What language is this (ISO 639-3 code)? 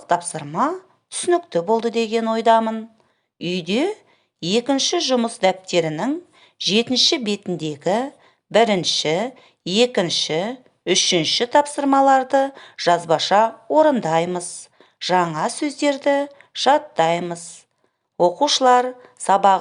kaz